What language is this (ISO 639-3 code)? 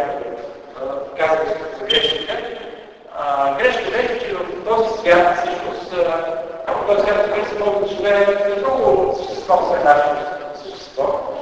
bul